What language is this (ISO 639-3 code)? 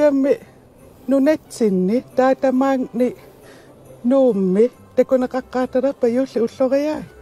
kal